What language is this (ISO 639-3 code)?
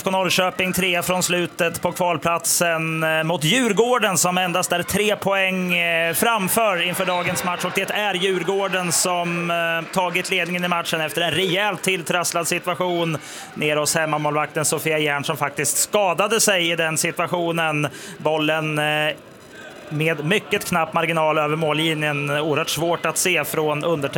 swe